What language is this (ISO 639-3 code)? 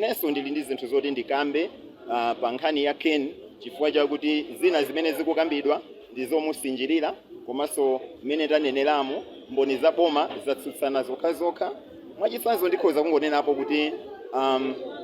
nya